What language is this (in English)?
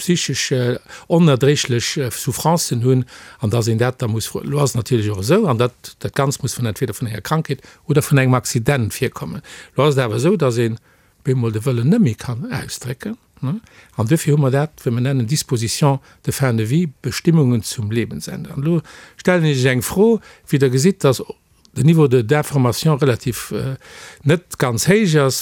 Luxembourgish